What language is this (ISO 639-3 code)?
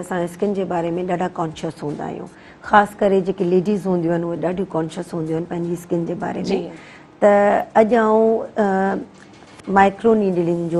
snd